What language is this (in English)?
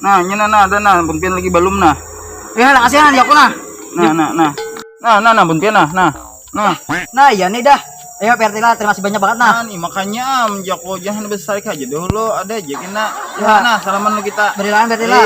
Banjar